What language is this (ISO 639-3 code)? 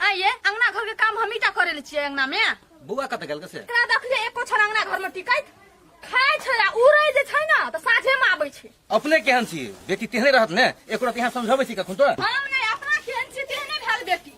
mai